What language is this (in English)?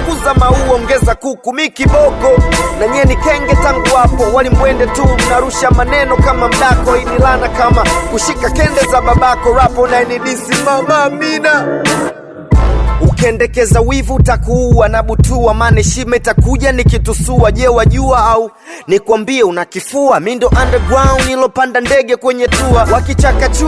Swahili